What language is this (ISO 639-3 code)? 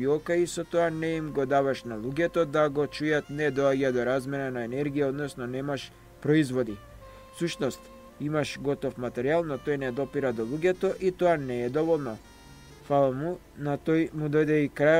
mkd